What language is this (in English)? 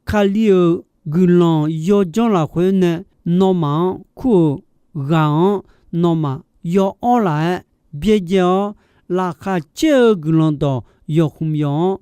Akha